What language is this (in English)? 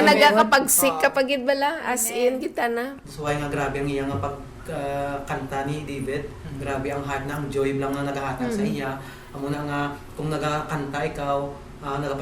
Hiligaynon